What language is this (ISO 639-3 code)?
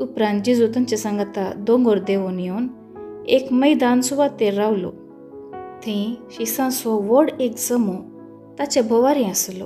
kok